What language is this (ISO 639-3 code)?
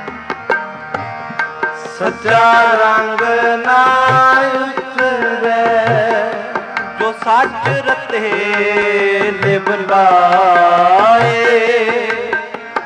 pan